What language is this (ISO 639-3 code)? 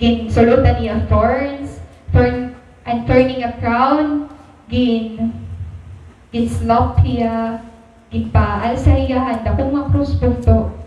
war